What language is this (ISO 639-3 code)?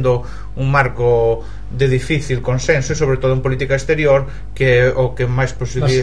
glg